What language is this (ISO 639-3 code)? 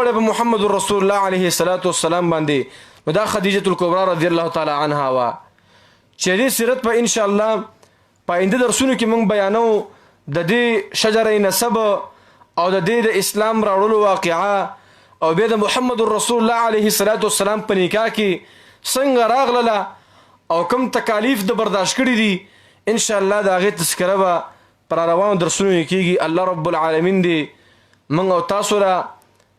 pus